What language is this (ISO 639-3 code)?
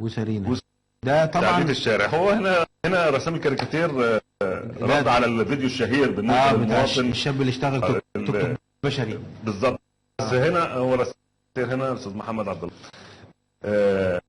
arz